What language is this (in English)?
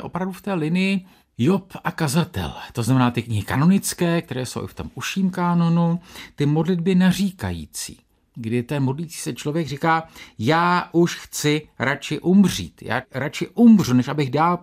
Czech